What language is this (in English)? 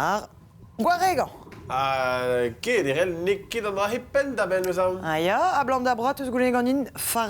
Breton